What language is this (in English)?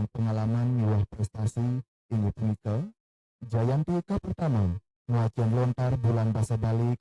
Balinese